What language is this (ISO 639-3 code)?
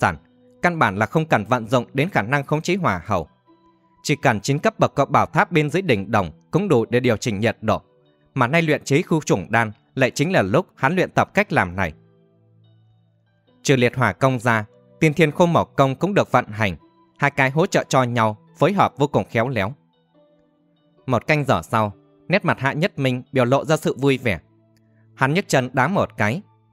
vie